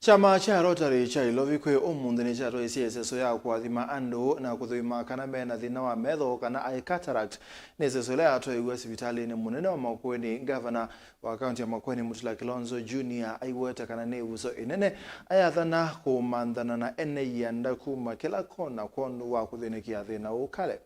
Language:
Kamba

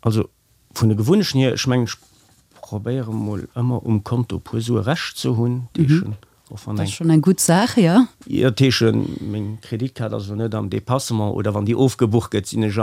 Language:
Luxembourgish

